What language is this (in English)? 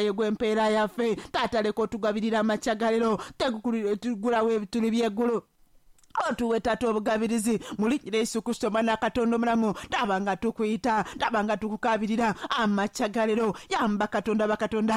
Ganda